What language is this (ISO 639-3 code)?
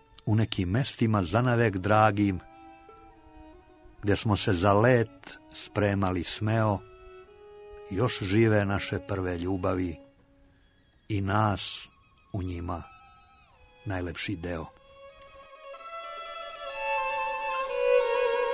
srp